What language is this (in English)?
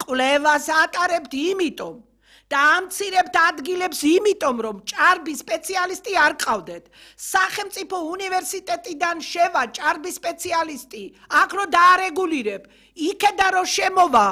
Georgian